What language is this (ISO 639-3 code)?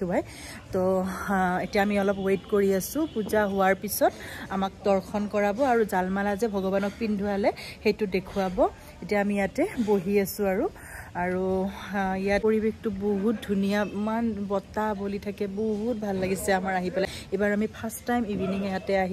asm